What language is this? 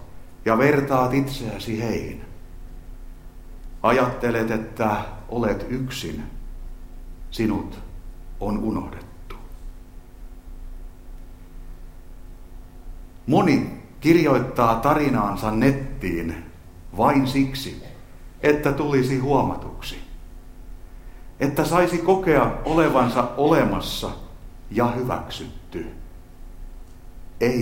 Finnish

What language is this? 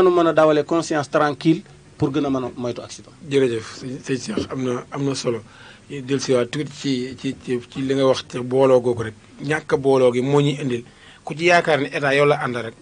Wolof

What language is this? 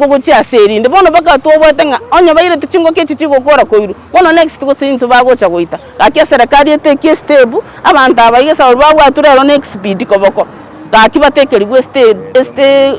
Gusii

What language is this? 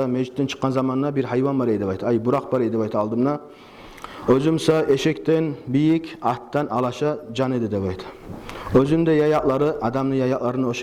Kumyk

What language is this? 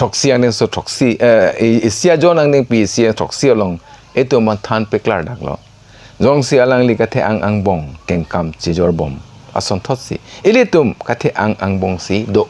Karbi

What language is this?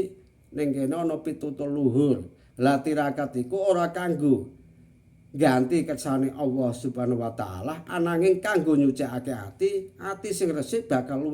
Javanese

